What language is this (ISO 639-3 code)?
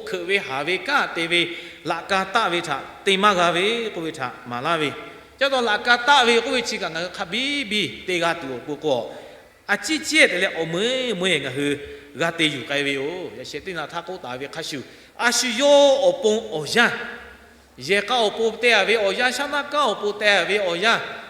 lhu